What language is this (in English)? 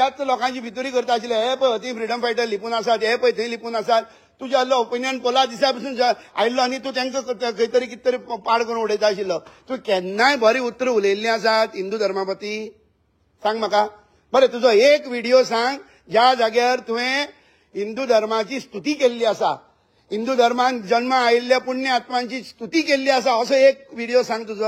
Konkani